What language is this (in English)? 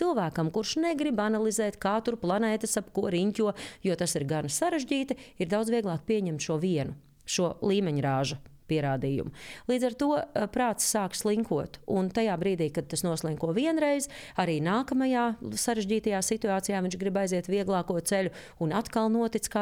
Latvian